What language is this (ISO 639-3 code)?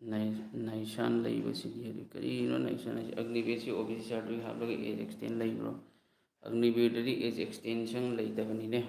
mni